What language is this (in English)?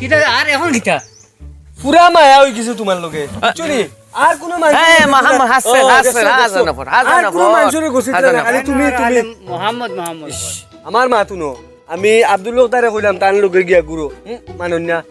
Sylheti